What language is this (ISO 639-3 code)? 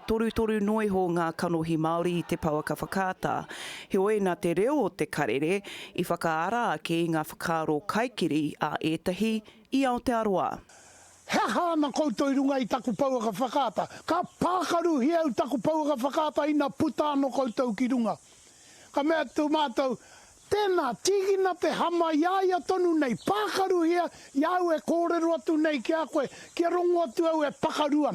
mri